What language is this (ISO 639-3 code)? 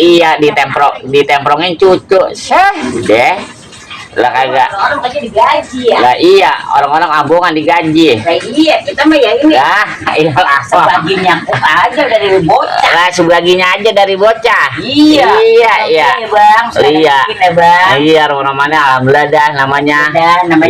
bew